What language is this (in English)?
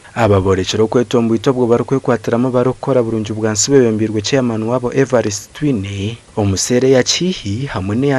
Nyankole